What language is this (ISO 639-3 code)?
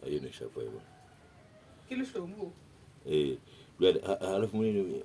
sot